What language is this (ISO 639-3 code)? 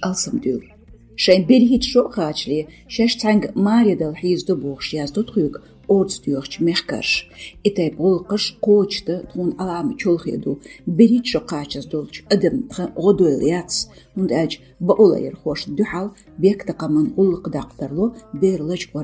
che